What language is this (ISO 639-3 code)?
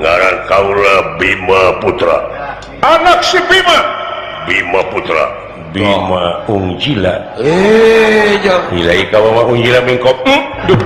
sun